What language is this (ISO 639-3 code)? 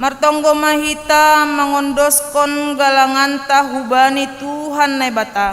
bts